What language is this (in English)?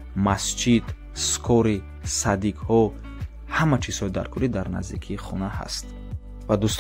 Tajik